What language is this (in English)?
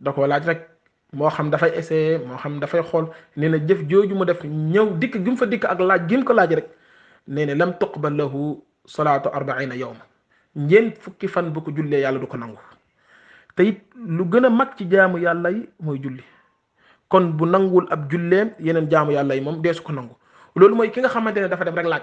Wolof